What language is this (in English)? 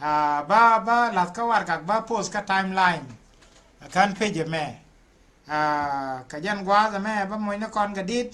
Nuer